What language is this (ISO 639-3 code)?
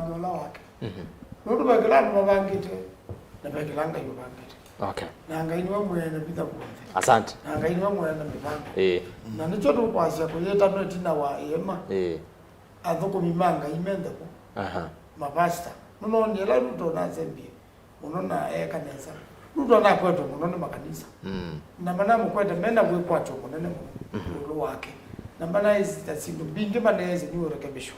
kam